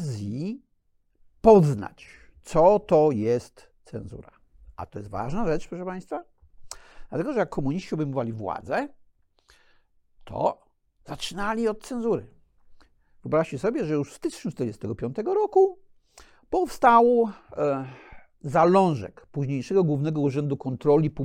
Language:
Polish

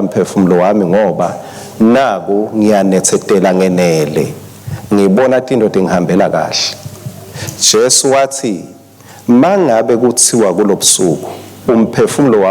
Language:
Swati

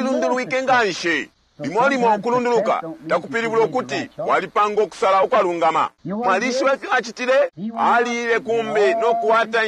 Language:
Bemba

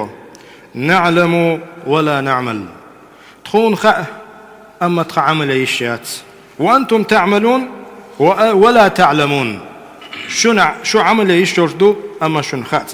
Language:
Chechen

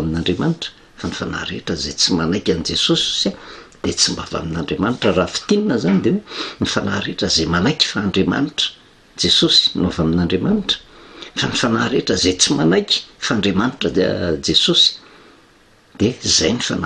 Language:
Malagasy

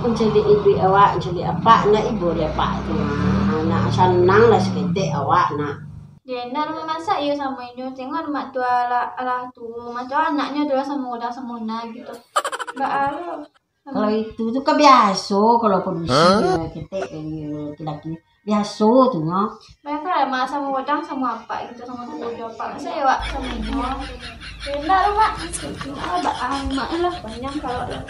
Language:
Minangkabau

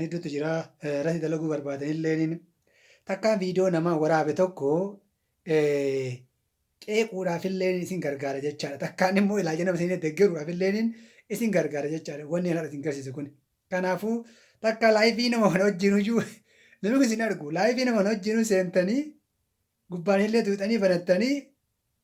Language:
Oromo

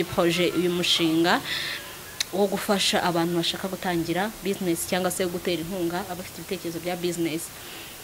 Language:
Kinyarwanda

